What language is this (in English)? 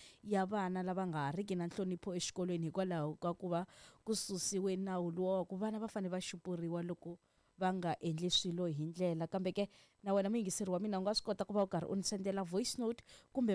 Tsonga